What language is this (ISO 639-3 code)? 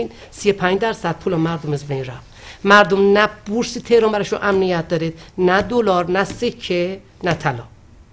fas